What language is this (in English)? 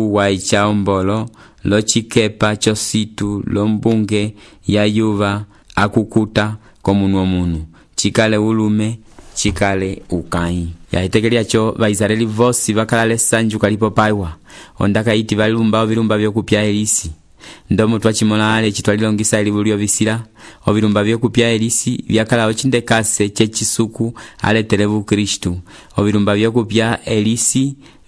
Umbundu